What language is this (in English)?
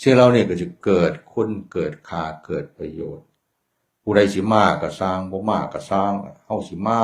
Northeastern Thai